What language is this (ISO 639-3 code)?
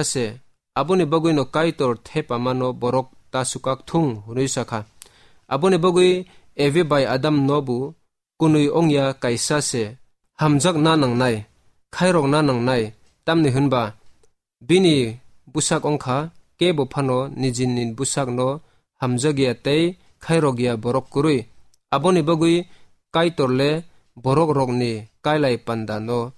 trp